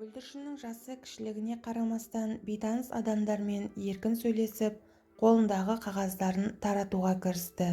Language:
Kazakh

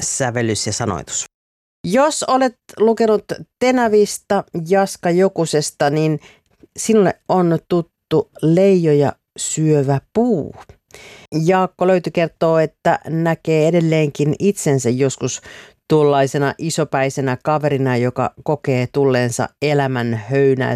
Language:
Finnish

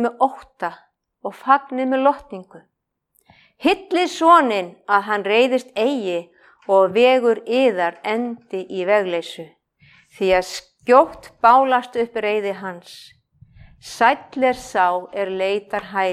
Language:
Icelandic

